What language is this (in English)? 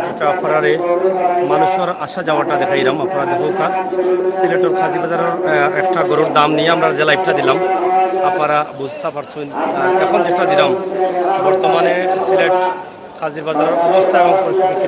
Sylheti